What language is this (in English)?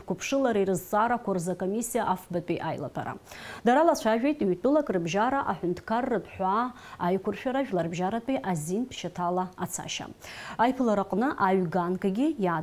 Abkhazian